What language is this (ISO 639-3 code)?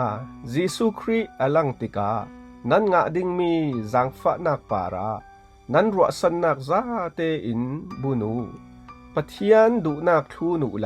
cfm